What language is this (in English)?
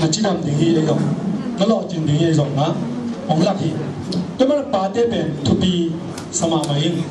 Tedim Chin